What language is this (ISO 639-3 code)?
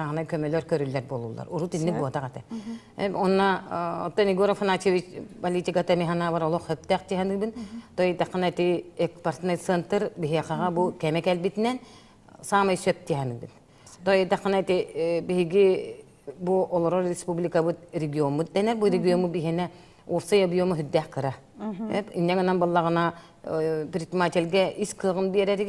sah